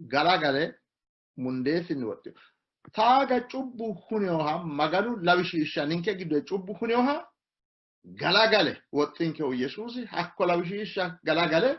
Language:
Sidamo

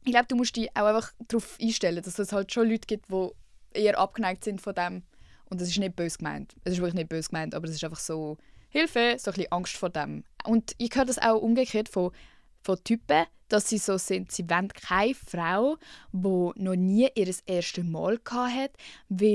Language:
Swiss German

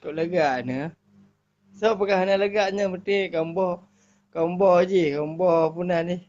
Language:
Achinese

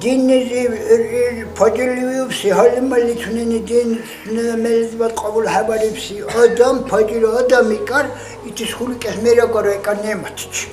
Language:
Dargwa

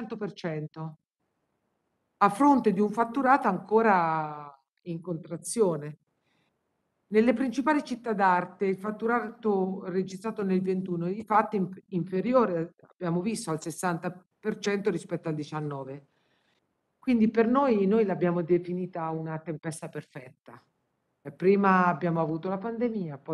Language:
Italian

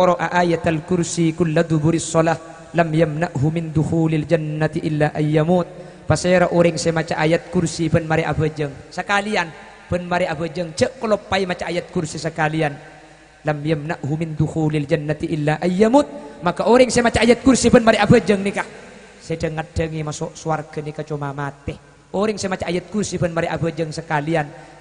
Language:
Madurese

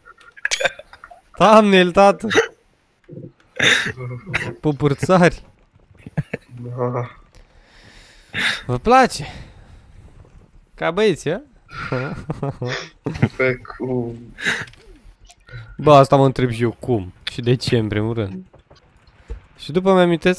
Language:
Romanian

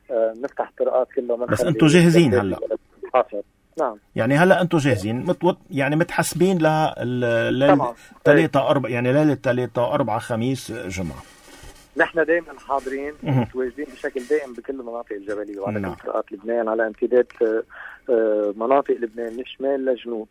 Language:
North Levantine Arabic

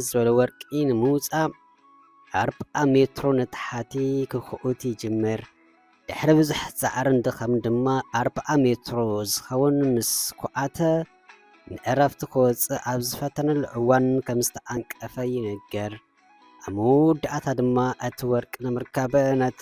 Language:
Tigrinya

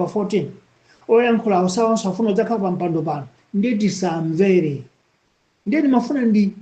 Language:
Nyanja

